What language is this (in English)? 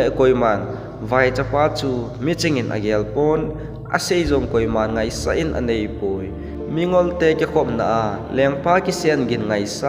Thado Chin